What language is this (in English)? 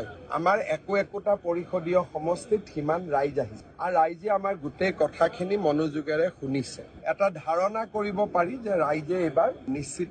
Assamese